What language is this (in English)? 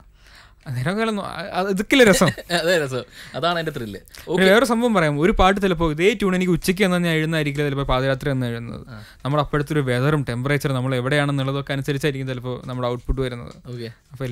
Malayalam